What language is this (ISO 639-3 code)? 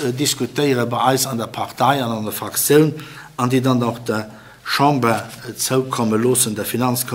ltz